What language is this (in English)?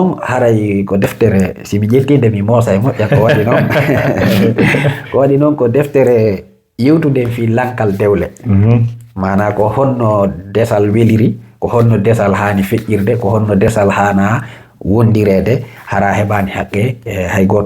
Fula